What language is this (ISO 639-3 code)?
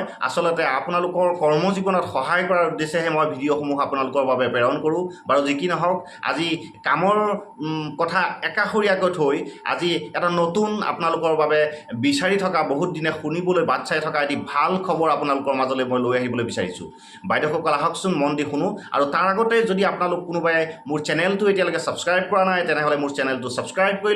asm